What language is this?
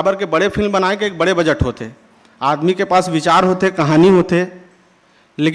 Chhattisgarhi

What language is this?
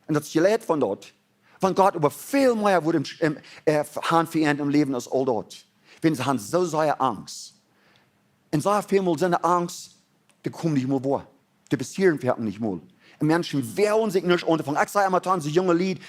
Plautdietsch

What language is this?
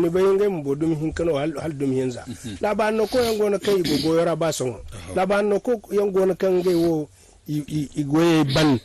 Zarma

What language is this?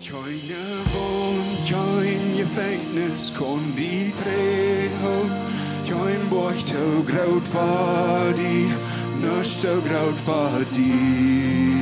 Plautdietsch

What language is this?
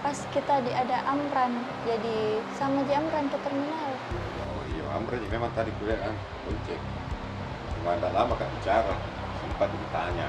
Makassar Malay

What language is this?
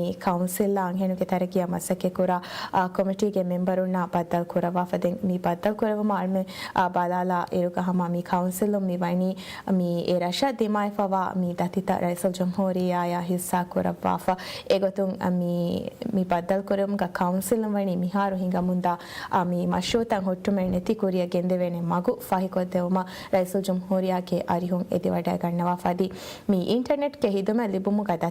Divehi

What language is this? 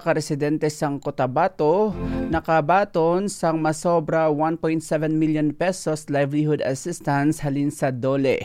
Hiligaynon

